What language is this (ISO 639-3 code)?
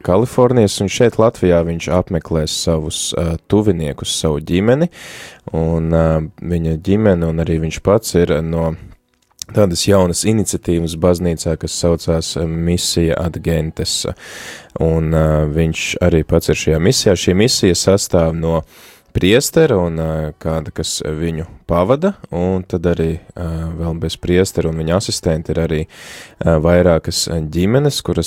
lav